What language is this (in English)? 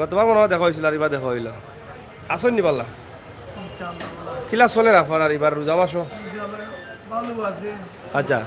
Sylheti